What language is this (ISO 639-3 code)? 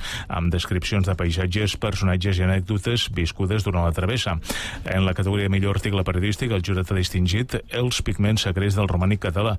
cat